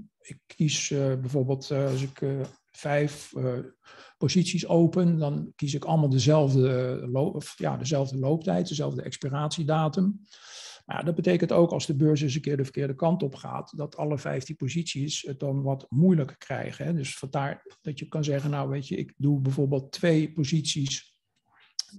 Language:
Dutch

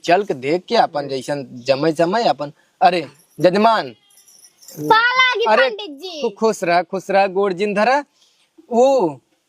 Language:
Awadhi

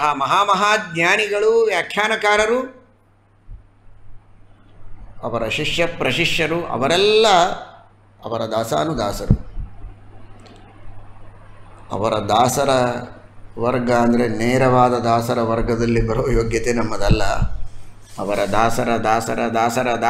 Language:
Kannada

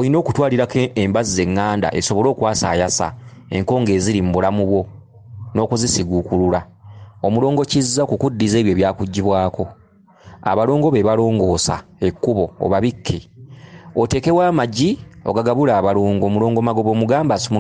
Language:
Ganda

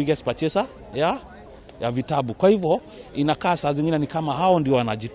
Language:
Kikuyu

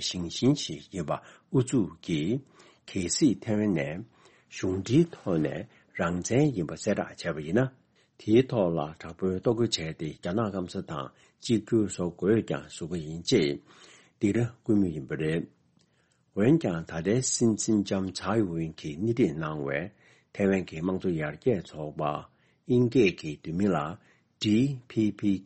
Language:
Tibetan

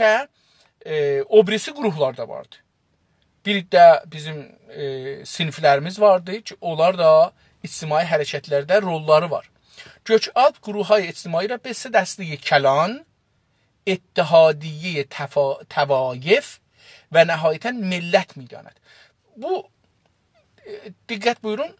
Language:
South Azerbaijani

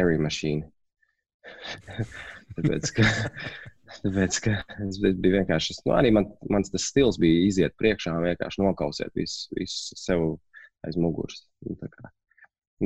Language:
Latvian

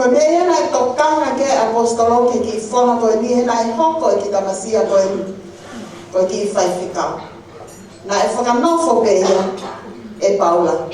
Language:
Tongan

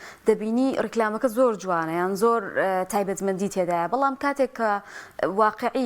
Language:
Central Kurdish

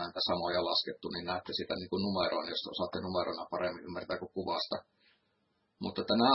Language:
Finnish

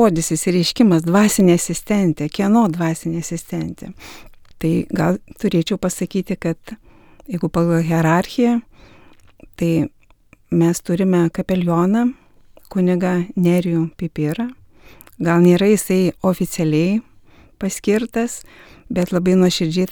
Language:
Lithuanian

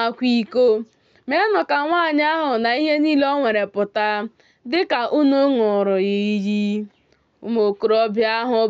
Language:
Igbo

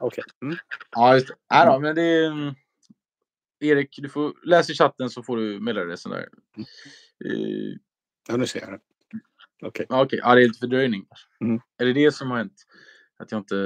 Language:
Swedish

